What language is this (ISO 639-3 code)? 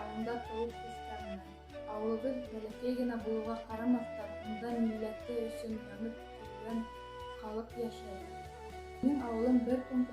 bak